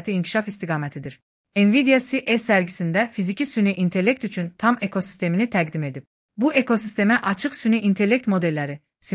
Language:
Azerbaijani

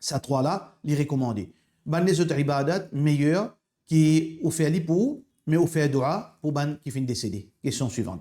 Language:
Morisyen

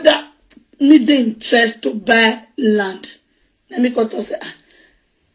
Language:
Nigerian Pidgin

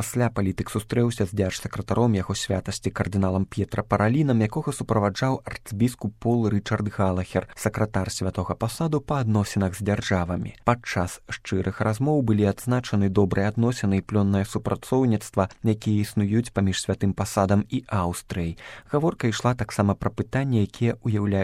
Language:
Belarusian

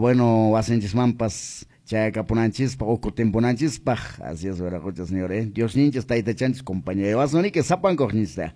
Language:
Quechua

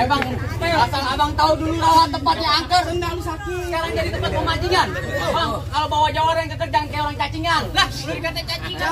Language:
Betawi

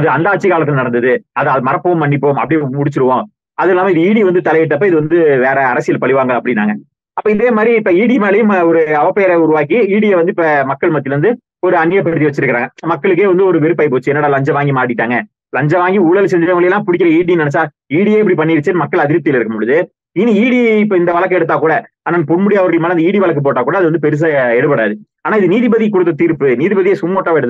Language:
Tamil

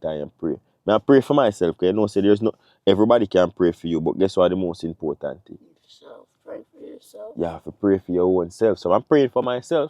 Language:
Jamaican Creole English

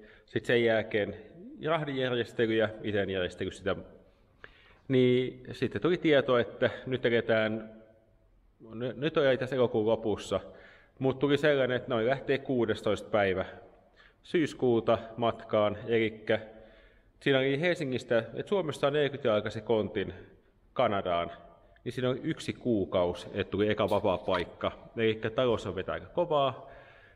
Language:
Finnish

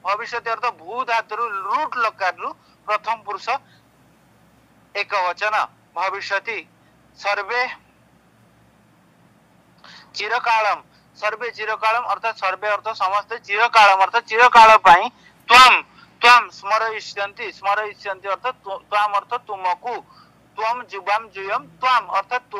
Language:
Odia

